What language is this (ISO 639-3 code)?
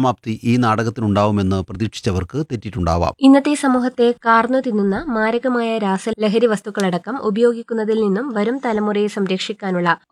mal